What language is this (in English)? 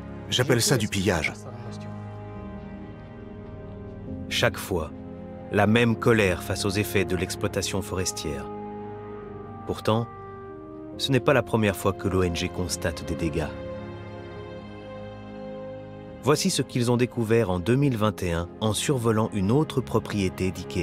French